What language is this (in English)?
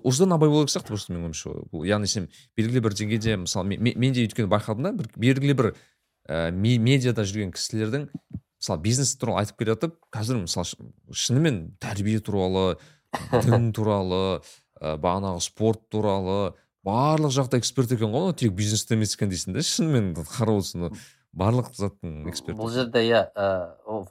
Kazakh